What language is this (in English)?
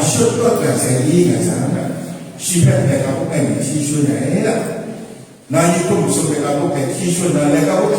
Kachin